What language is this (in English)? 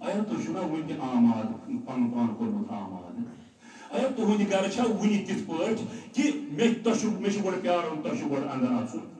Kashmiri